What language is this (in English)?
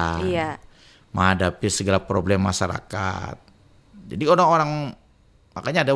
Banjar